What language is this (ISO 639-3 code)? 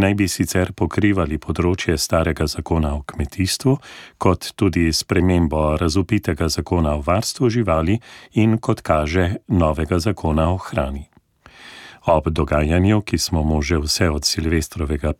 slv